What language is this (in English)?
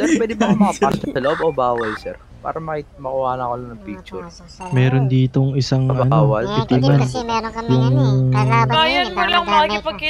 Filipino